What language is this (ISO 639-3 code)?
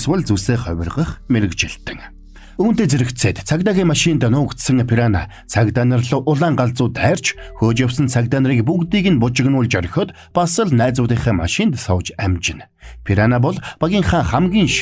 mon